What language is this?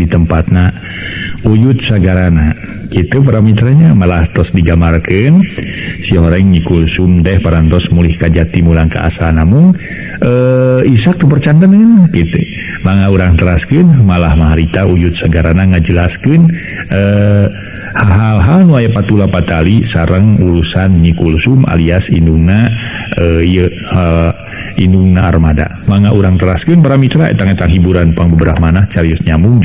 Sundanese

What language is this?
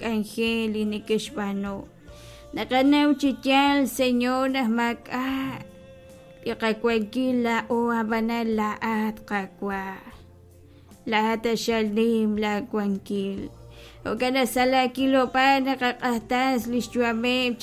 Kekchí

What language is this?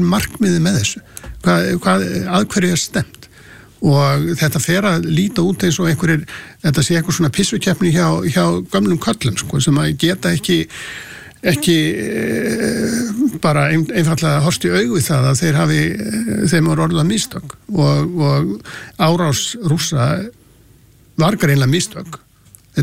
Icelandic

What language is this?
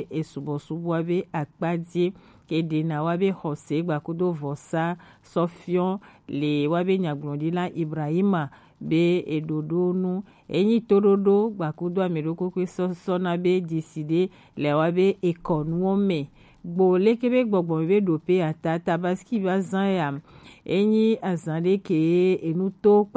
Gen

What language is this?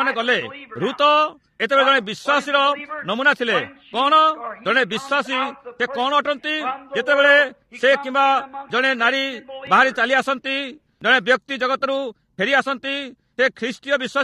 Odia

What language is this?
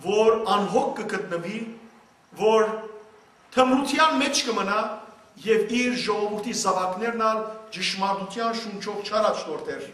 Western Armenian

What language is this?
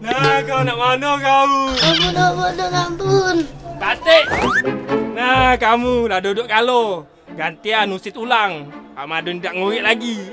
Musi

